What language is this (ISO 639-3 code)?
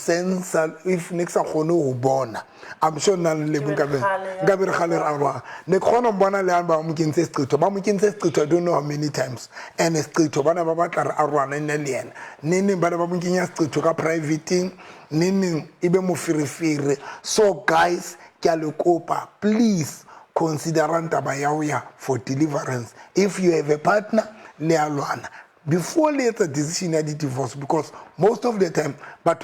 sot